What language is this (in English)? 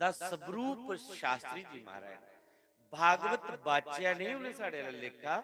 Dogri